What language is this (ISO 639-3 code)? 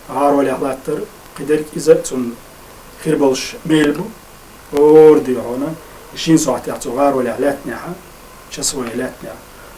che